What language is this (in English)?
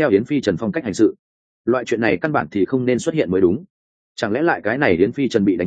Vietnamese